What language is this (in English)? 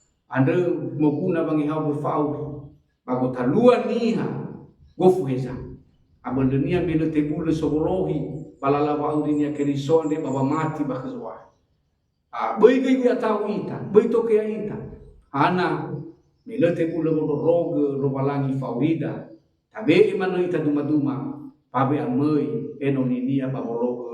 Nias